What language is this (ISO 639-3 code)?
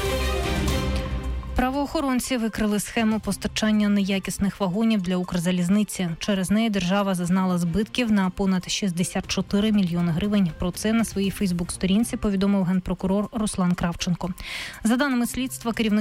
ukr